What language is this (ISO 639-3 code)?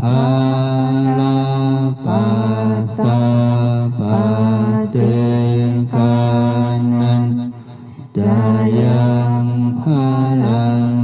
pli